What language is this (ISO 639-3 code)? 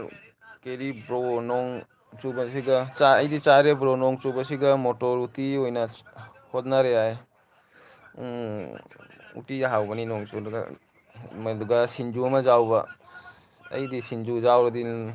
mni